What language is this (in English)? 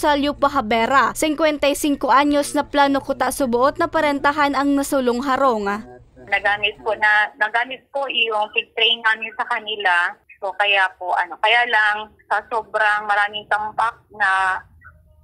Bikol